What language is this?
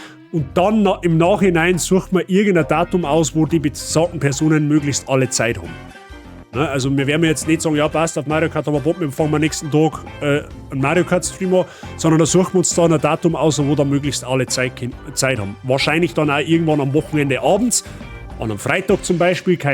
Bavarian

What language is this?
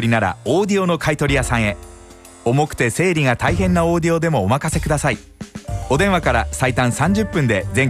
Japanese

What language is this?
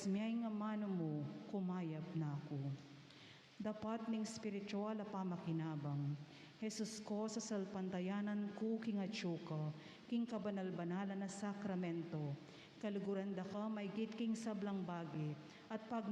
Pampanga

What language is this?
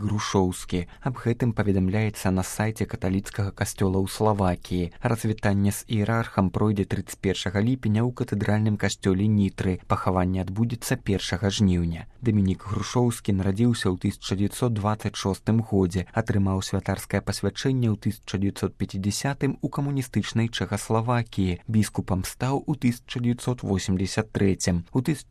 Belarusian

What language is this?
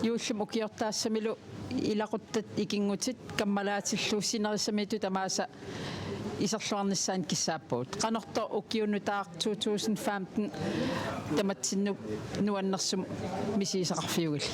Kalaallisut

